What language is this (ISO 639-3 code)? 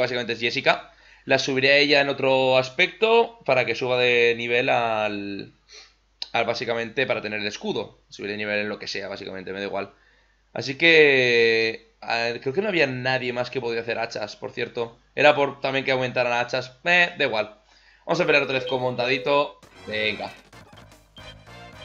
spa